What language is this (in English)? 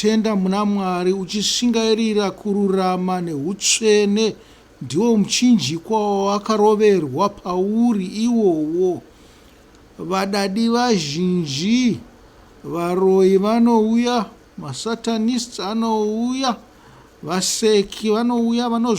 Shona